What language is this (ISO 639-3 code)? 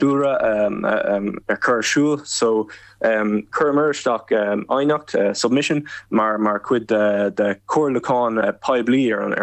gle